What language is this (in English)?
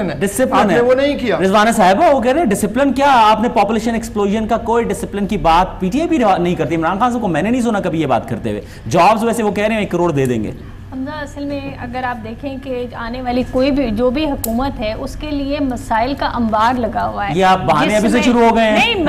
Urdu